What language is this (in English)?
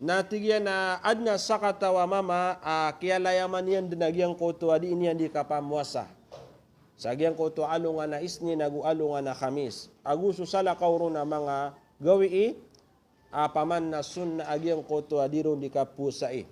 Maranao